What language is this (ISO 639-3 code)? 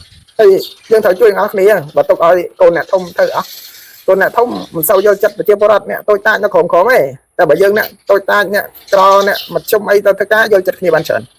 khm